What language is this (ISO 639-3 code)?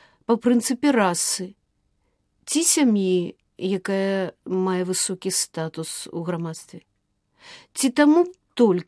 bel